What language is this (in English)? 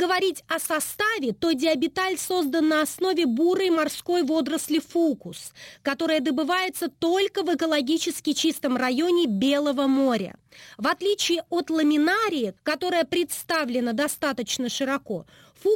Russian